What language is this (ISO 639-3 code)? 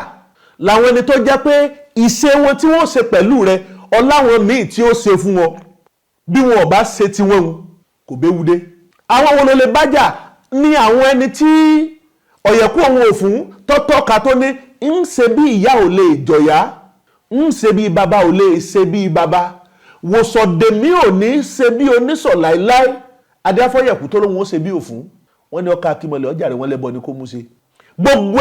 yor